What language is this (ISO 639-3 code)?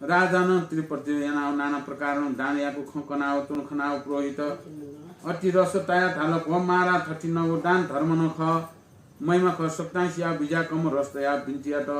new